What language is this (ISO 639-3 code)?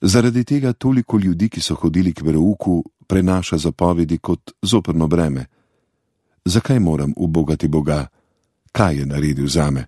slv